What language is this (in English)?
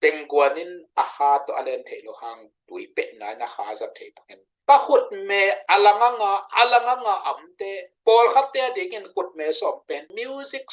Tedim Chin